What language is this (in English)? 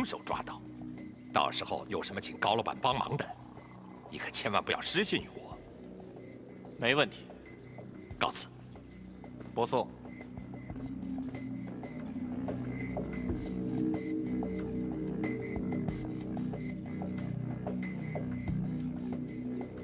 Chinese